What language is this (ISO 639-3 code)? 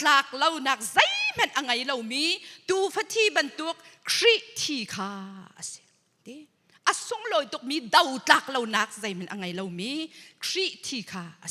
cnh